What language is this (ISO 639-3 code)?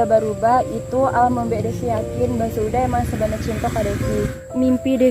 min